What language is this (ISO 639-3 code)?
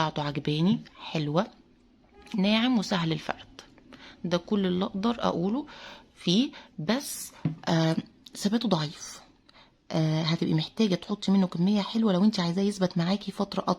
arz